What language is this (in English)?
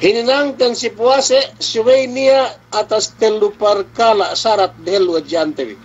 Yakan